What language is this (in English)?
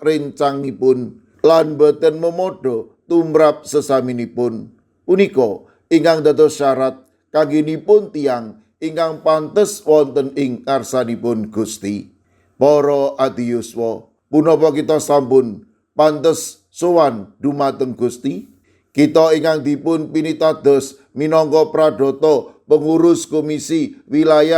Javanese